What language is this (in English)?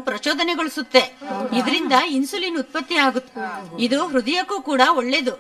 Kannada